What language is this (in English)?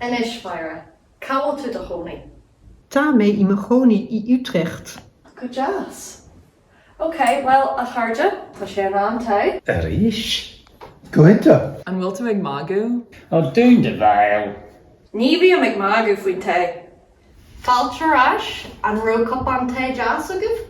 Irish